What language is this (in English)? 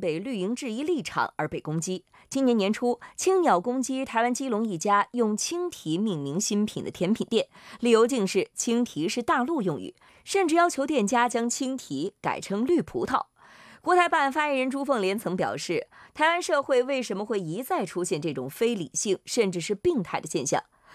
Chinese